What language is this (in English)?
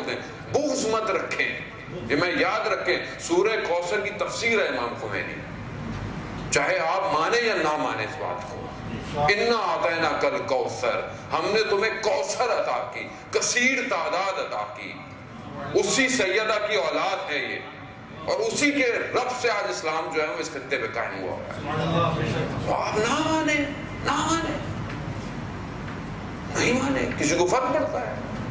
Urdu